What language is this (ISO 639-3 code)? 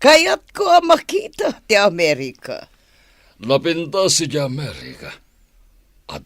ilo